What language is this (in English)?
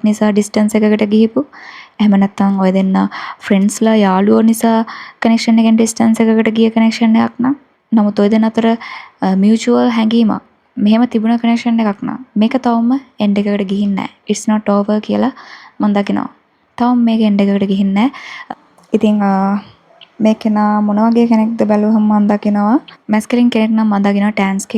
Sinhala